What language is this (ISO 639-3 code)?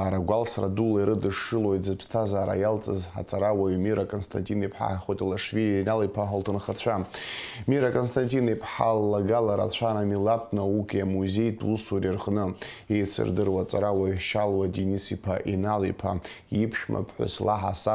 abk